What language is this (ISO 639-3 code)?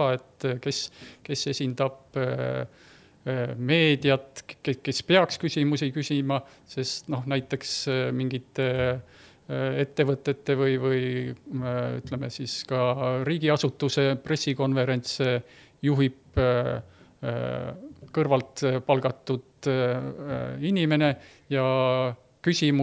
est